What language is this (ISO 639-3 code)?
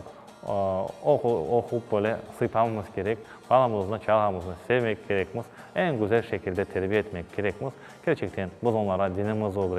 crh